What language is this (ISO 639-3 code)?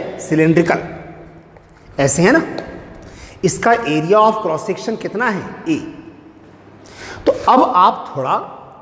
hin